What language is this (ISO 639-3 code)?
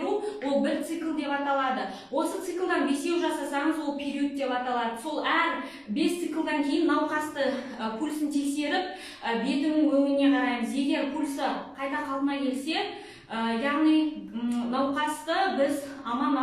kaz